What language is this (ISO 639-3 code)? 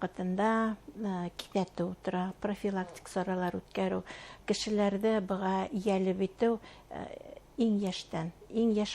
bak